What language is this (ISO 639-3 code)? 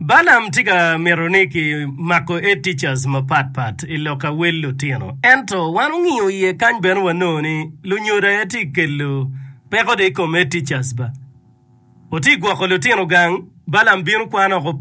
ach